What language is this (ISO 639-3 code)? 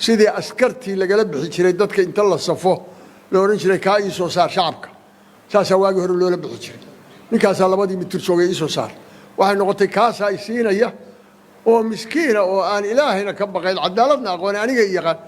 som